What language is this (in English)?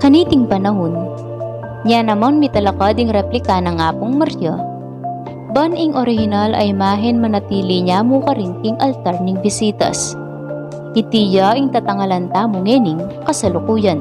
Pampanga